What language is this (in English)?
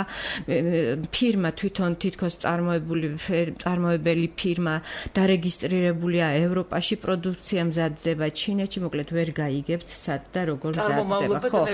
Georgian